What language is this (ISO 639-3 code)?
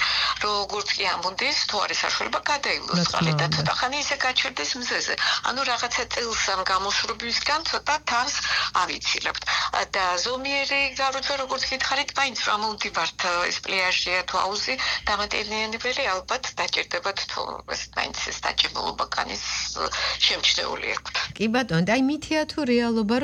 kat